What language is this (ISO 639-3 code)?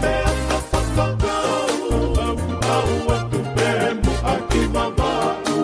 ton